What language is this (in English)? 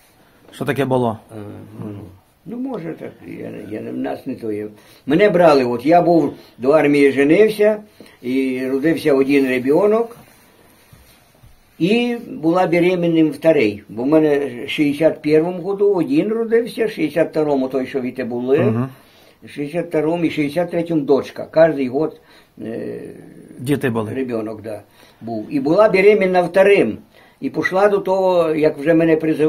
Ukrainian